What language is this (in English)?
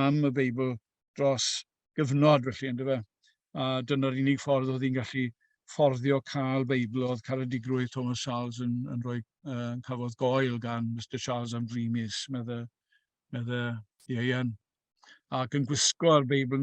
Welsh